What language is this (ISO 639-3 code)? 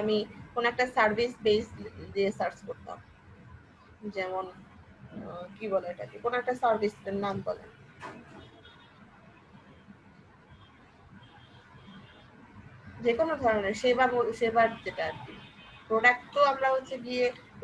ben